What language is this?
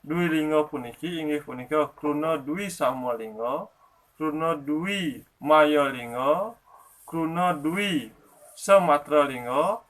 Balinese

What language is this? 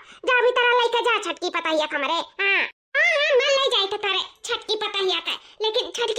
Awadhi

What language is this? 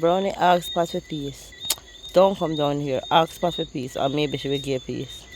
Jamaican Creole English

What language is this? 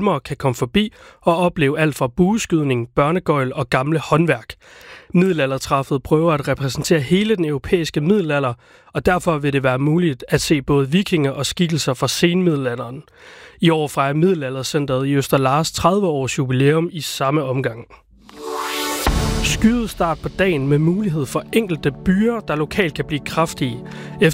Danish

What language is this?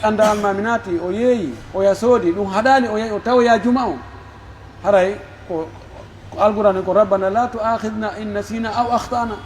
Pular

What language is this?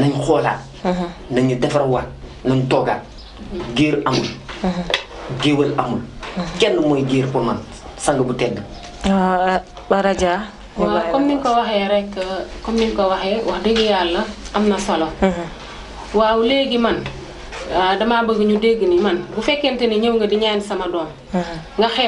Wolof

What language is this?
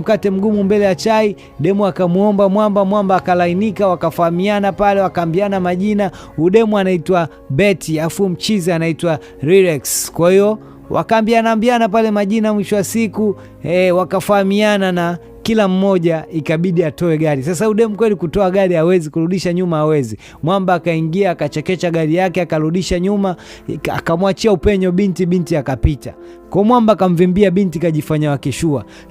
Swahili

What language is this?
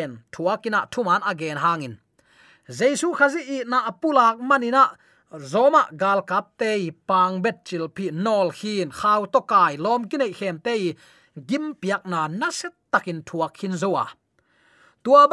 Tedim Chin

